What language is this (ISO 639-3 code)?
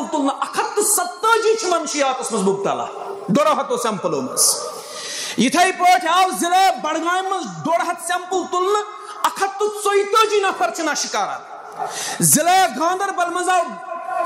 kas